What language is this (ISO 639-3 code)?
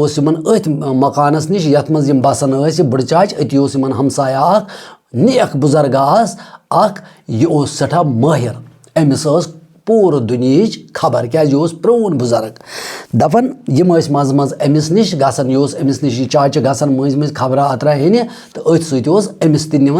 kas